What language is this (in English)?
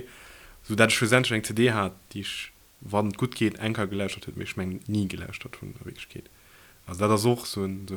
Luxembourgish